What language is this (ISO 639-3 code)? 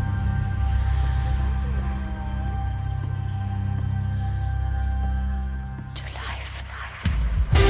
eus